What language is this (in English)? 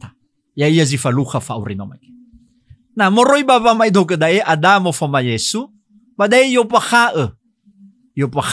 Nias